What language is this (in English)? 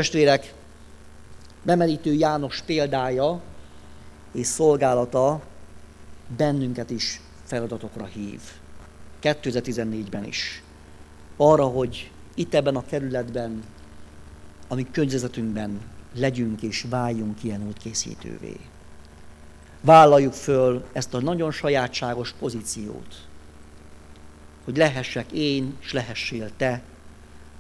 Hungarian